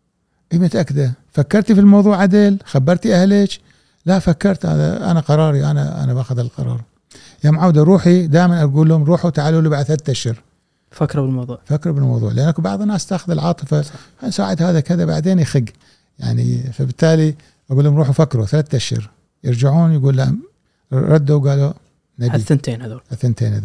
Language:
Gulf Arabic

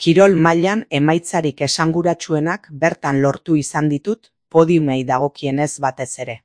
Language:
Basque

